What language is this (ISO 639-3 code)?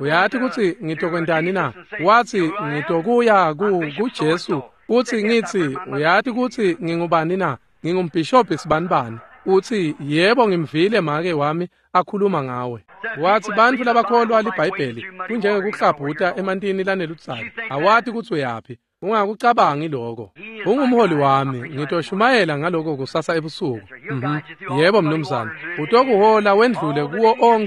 ssw